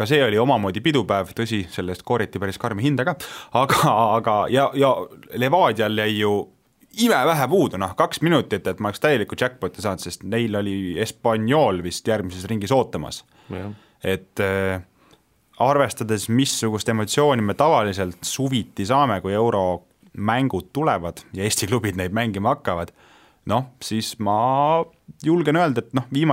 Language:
Estonian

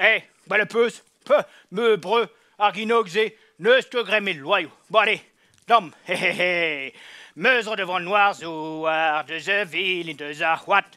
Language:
Breton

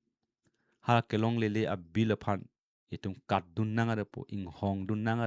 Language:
Karbi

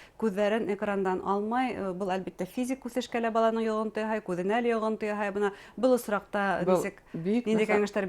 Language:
Bashkir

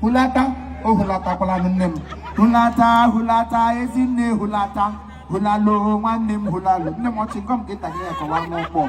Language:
Igbo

